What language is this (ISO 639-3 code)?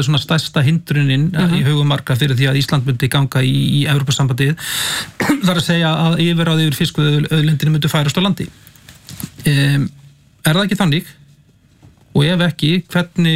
isl